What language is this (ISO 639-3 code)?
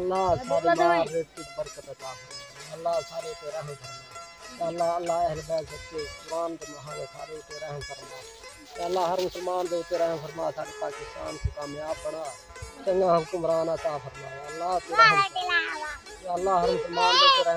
skr